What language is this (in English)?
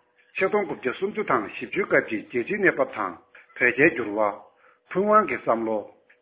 Tibetan